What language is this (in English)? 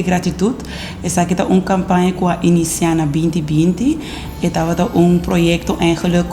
Papiamento